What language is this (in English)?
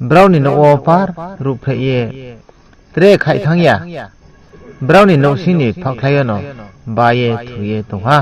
Riang (India)